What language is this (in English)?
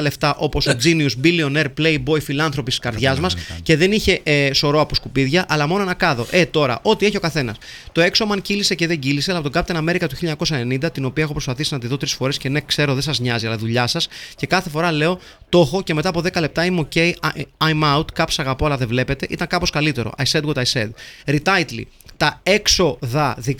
Greek